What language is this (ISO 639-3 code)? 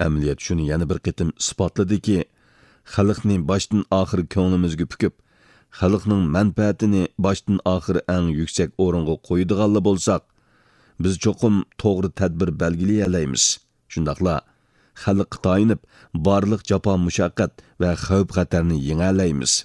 uig